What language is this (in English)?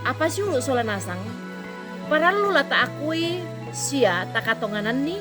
Toraja-Sa'dan